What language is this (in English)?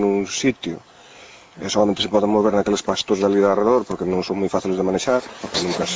Galician